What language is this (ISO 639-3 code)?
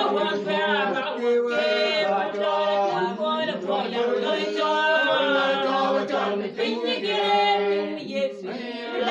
ach